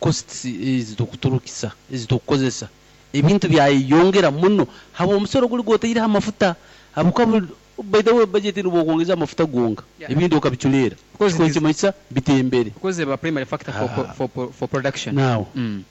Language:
Nyoro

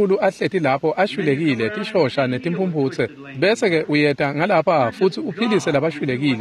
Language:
Swati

